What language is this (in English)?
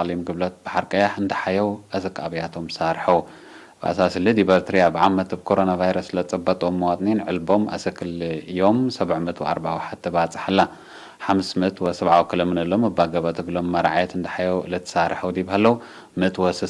Tigre